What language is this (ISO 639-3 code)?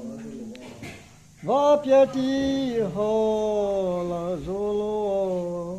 mrh